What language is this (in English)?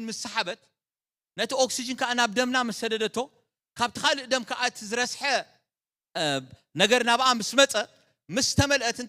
Tigrinya